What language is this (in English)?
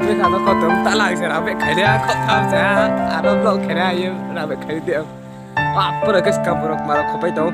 Riang (India)